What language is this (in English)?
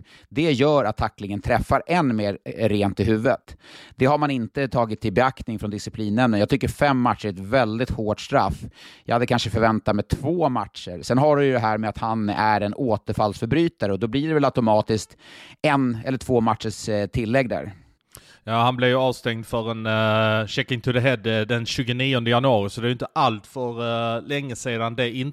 Swedish